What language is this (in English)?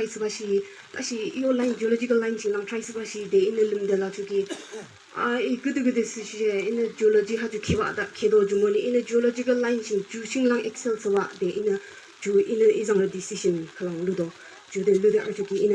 Yimchungru Naga